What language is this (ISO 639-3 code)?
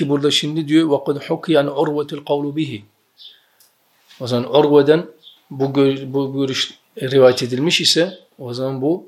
tur